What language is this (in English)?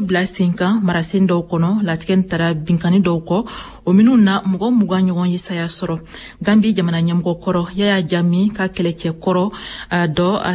Bambara